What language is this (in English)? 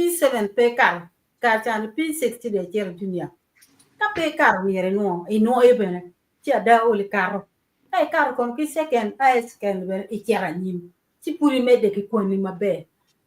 Acoli